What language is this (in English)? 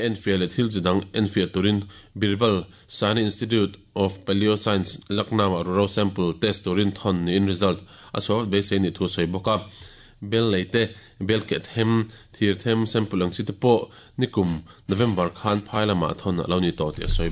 Mizo